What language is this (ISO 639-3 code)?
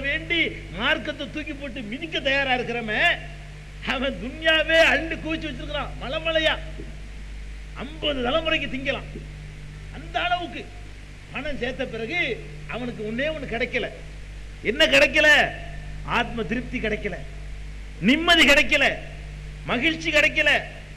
tam